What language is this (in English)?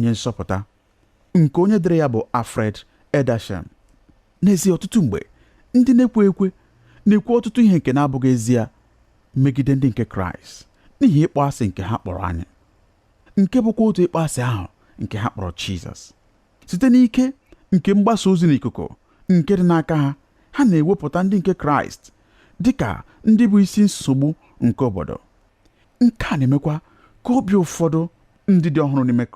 Igbo